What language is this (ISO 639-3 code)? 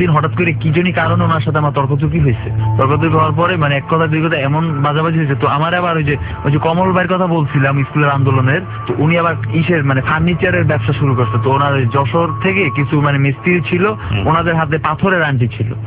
ben